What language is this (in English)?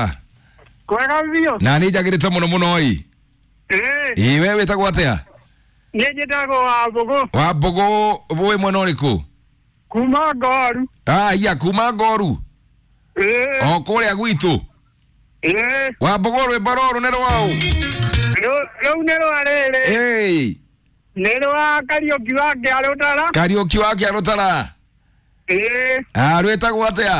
Kikuyu